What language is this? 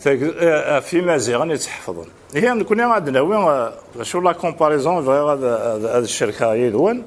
Kabyle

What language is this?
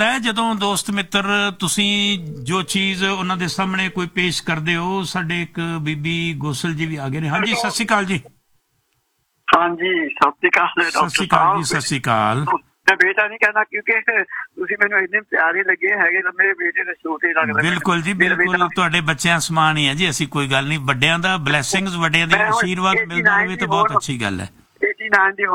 Punjabi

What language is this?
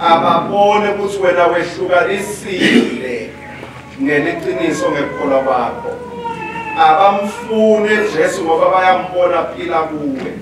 Swati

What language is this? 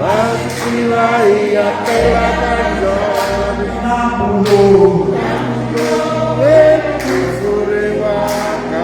Tsonga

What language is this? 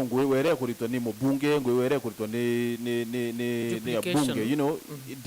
Meru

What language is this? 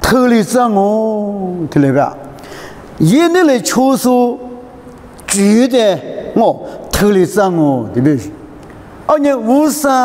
Lisu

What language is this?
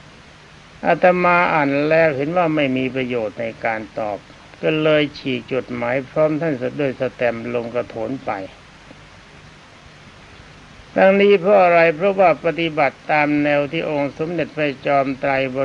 Thai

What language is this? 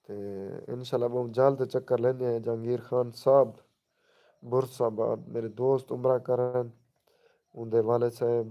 Saraiki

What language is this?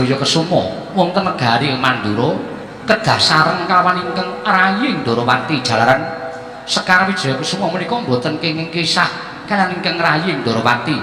Javanese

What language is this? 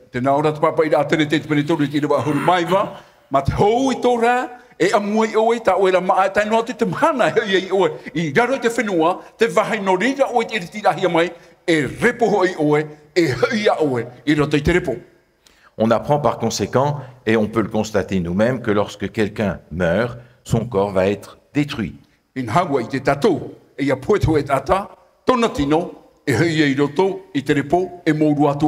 Tahitian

